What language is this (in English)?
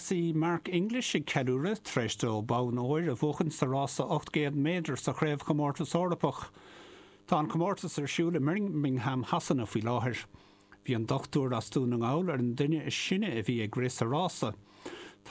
Irish